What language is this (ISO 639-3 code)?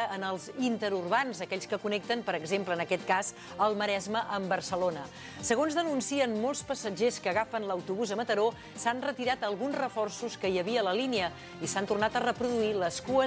cat